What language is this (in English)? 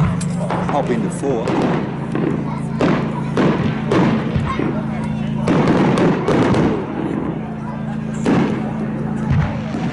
English